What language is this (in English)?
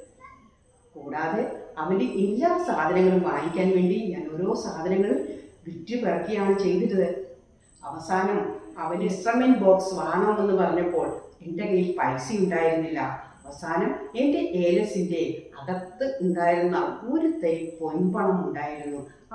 Malayalam